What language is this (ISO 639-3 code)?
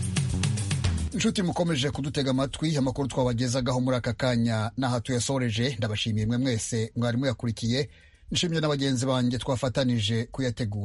kin